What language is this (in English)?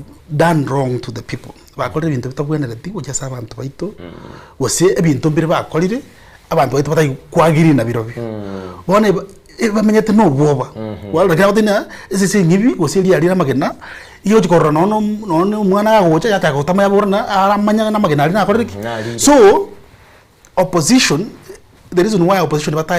Gusii